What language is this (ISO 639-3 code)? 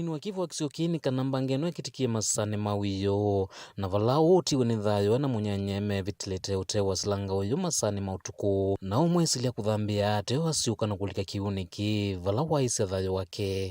kam